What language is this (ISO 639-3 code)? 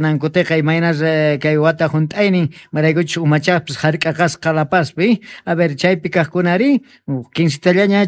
que